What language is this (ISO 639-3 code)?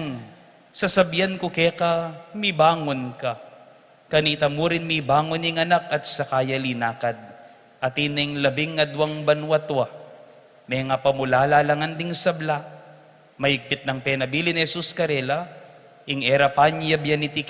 pam